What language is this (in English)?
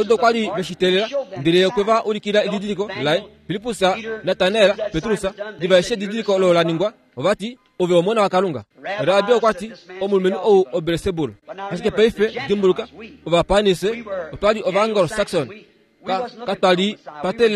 Kuanyama